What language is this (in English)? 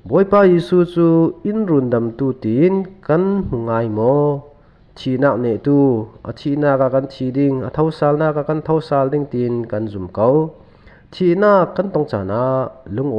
Falam Chin